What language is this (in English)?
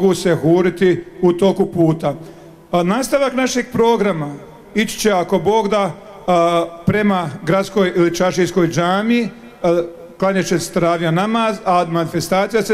Bosnian